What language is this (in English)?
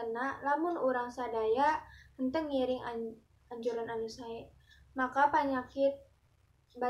Sundanese